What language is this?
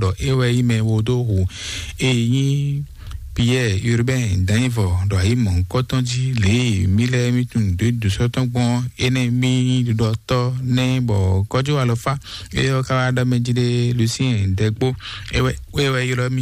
Fon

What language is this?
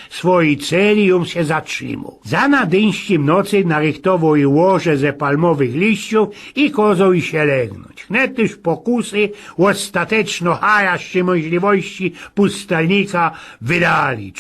Silesian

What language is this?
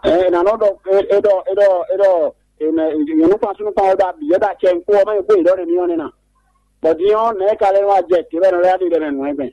Fon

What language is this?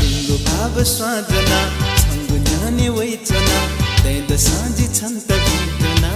Newari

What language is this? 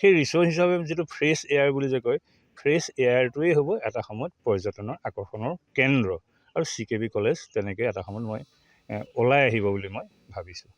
Assamese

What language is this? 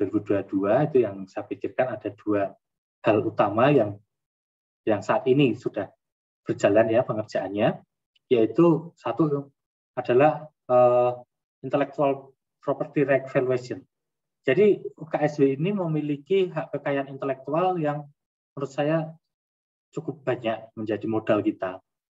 Indonesian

